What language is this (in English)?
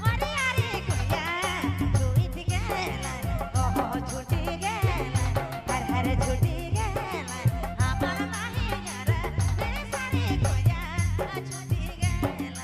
Sadri